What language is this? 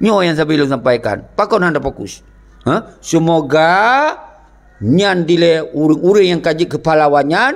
Achinese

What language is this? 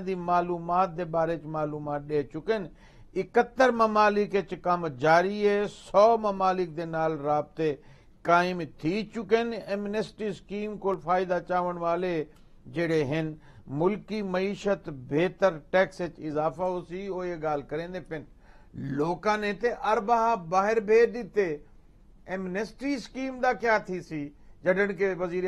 Saraiki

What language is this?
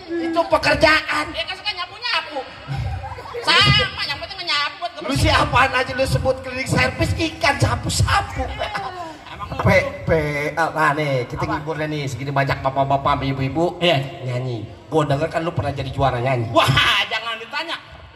Betawi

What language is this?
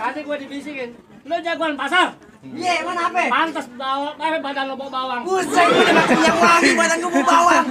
Betawi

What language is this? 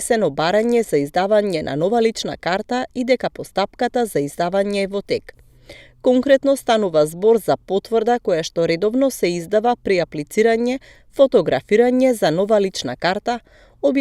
Macedonian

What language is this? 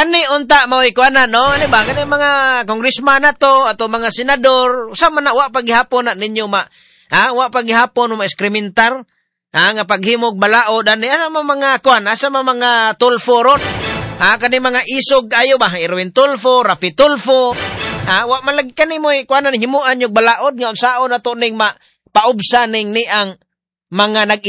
Cebuano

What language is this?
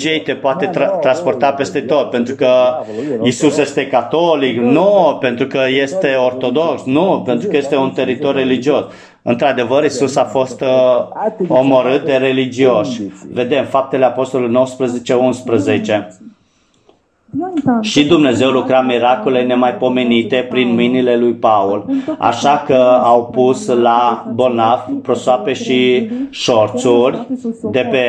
Romanian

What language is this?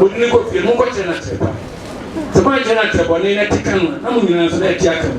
Akan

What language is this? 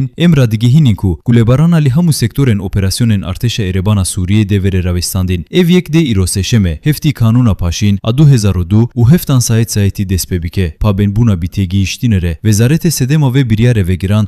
Kurdish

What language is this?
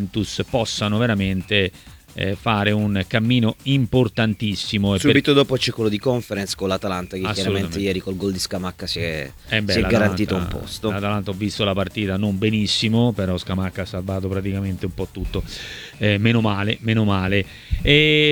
Italian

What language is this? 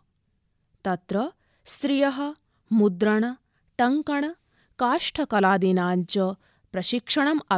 Sanskrit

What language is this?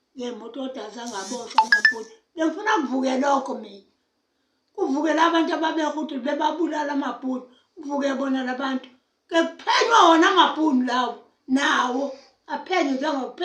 Zulu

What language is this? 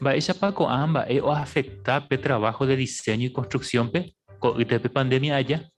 Guarani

